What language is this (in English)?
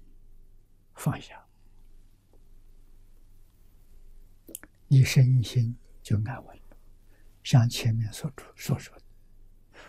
Chinese